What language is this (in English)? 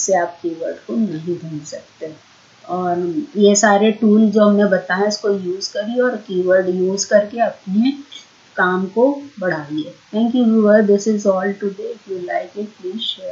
Hindi